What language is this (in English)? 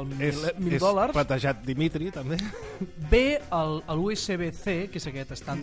Catalan